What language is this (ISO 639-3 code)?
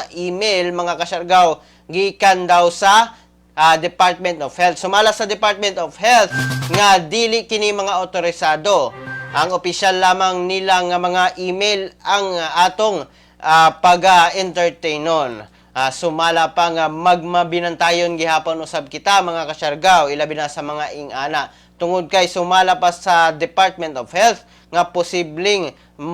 ceb